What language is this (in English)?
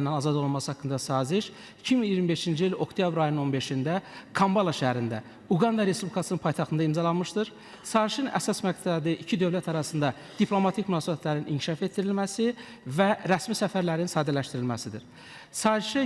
Azerbaijani